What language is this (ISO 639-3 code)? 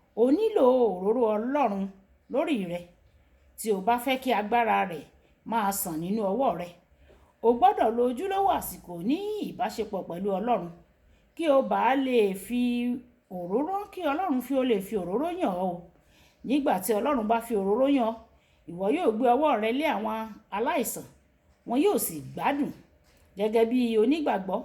yor